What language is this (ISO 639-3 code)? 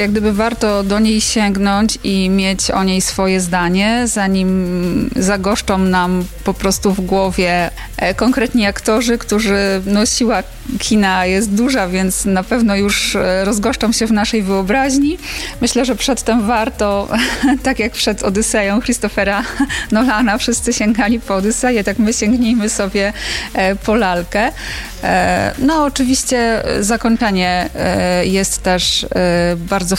pol